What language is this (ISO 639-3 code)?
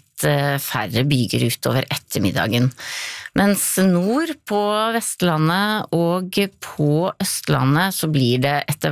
nor